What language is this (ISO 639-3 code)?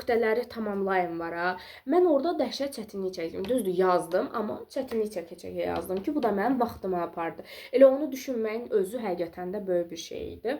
aze